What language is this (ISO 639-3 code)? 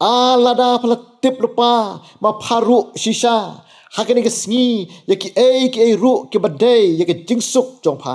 kha